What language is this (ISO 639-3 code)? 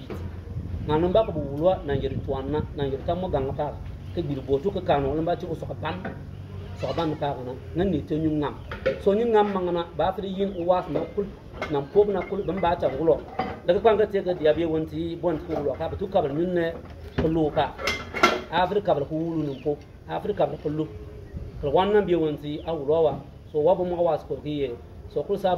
bim